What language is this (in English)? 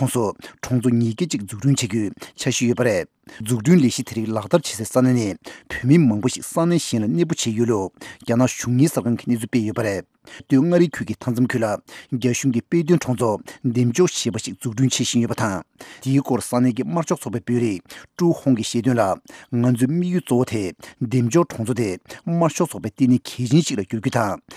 Tibetan